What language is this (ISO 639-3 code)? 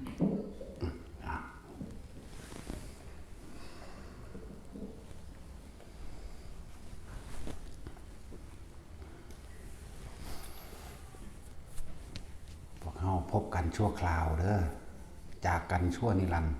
tts